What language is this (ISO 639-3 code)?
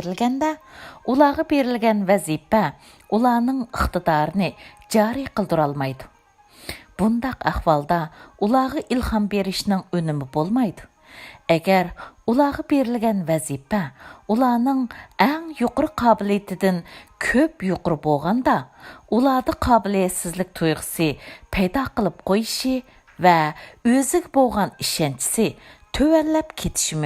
uig